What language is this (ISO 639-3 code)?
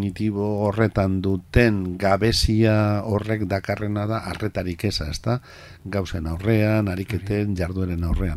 eus